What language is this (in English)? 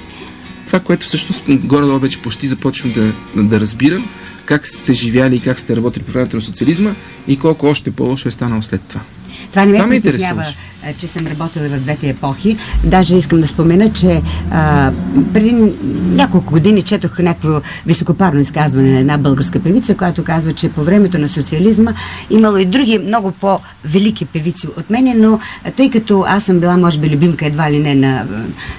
Bulgarian